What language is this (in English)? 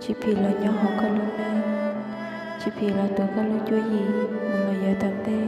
Hmong